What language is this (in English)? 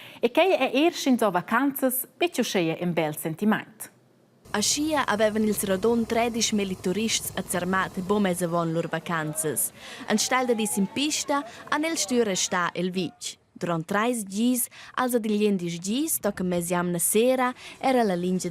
Romansh